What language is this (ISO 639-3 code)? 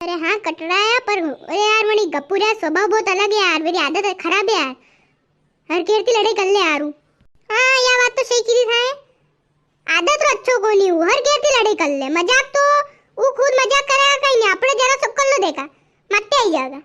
raj